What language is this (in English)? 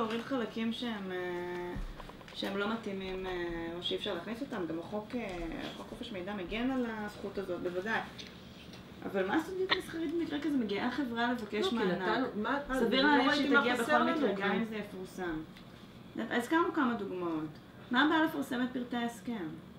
Hebrew